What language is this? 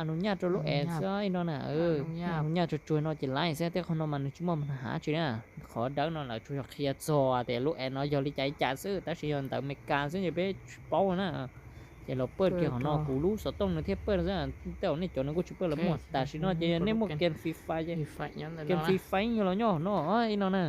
Hmong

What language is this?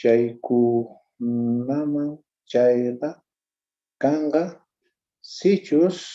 Quechua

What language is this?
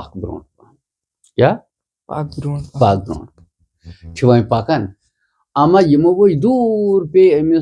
Kashmiri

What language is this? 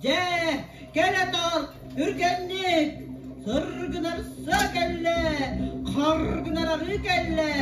Yakut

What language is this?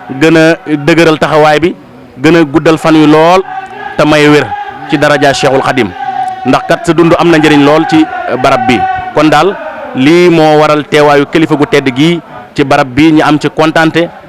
Wolof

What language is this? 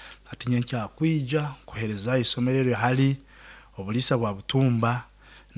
Nyoro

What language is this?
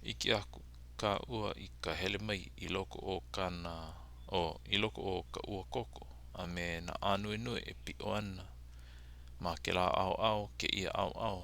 Hawaiian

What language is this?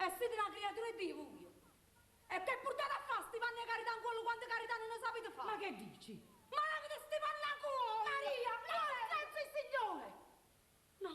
Neapolitan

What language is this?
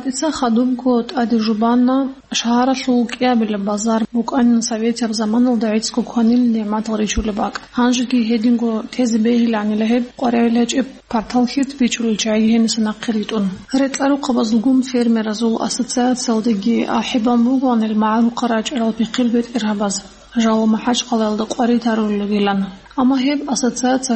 Avaric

